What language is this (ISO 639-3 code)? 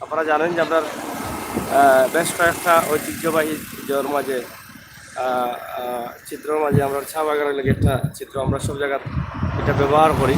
syl